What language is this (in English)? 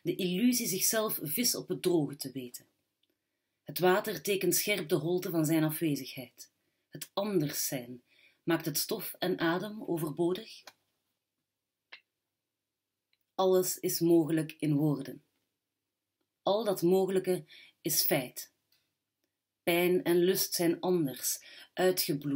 Dutch